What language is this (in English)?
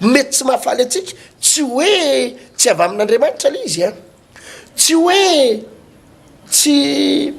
Malagasy